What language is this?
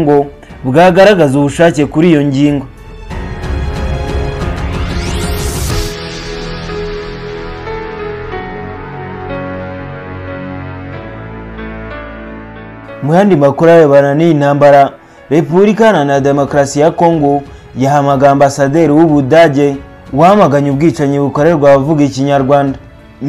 Kinyarwanda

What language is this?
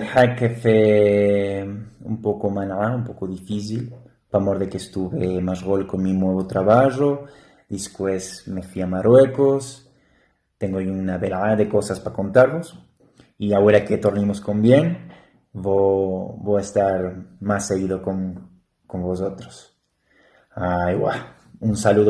Ladino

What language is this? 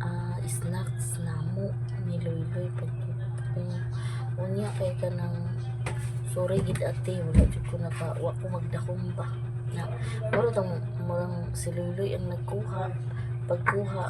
Cebuano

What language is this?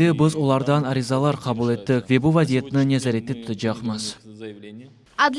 Crimean Tatar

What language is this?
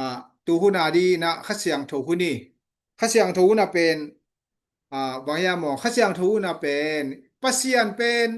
Tedim Chin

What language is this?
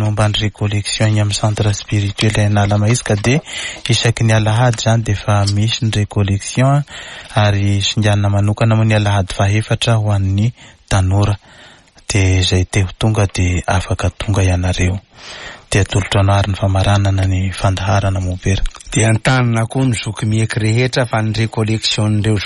Malagasy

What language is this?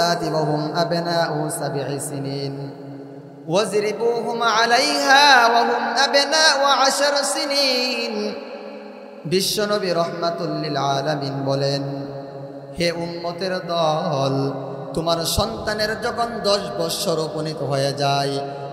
Bangla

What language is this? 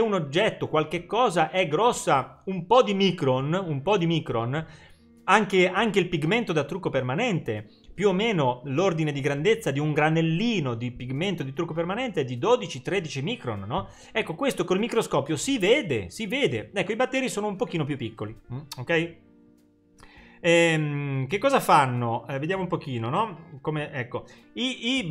Italian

